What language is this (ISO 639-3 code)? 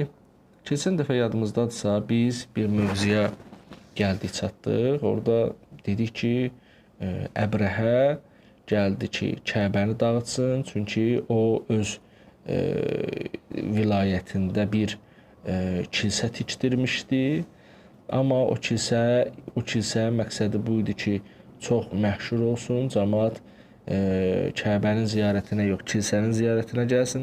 aze